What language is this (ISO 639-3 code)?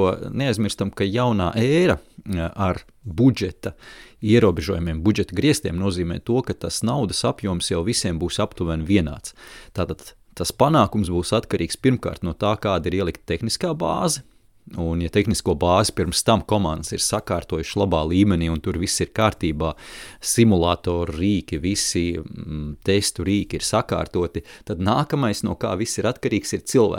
lav